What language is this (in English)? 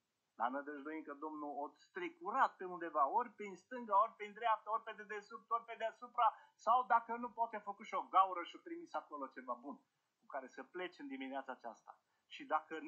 Romanian